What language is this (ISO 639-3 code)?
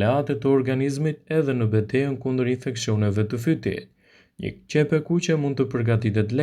sqi